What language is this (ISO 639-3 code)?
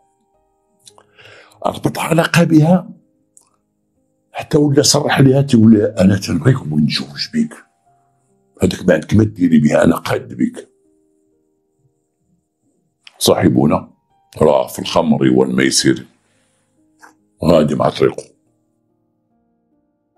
ary